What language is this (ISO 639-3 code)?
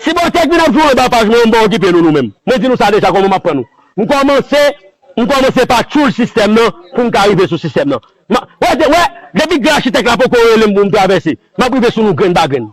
hat